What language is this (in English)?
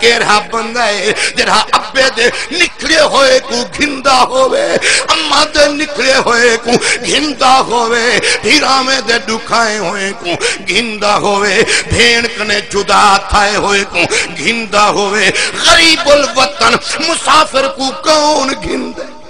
Saraiki